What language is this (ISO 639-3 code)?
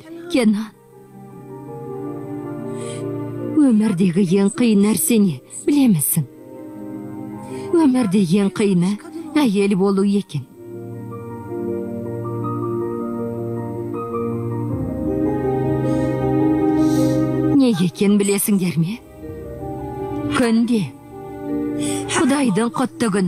kaz